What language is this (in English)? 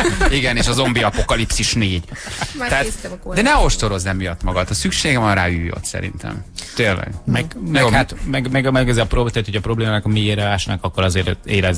Hungarian